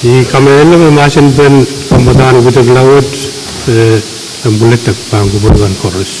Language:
Pohnpeian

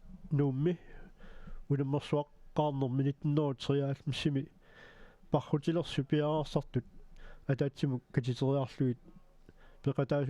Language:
Kalaallisut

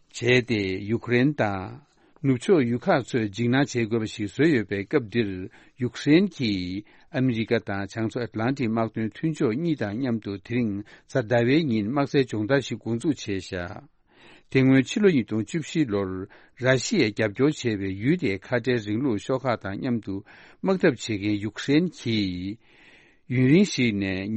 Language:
Tibetan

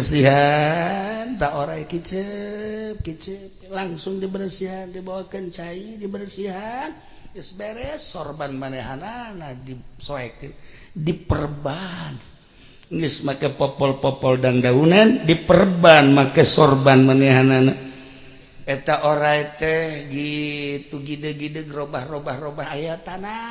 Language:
Sundanese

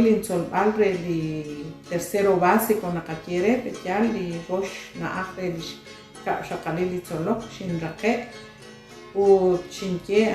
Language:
Kekchí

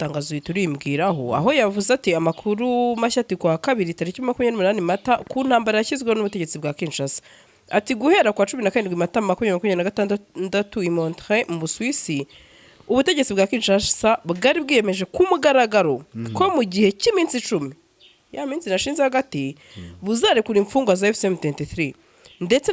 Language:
Kinyarwanda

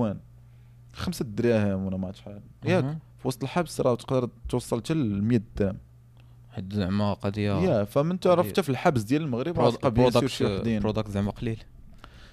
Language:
Moroccan Arabic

